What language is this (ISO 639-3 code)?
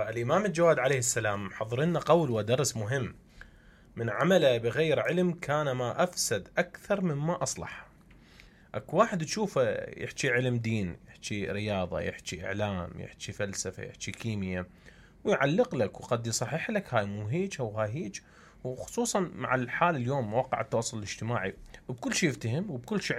acm